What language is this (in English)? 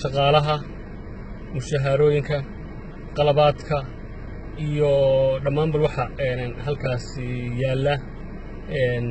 Somali